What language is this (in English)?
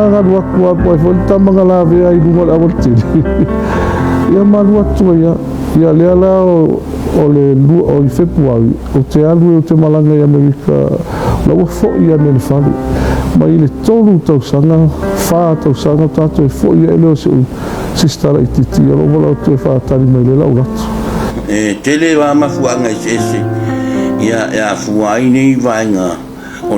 Samoan